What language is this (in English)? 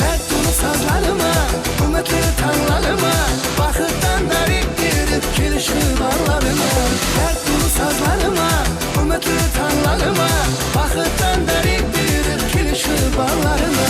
Kara-Kalpak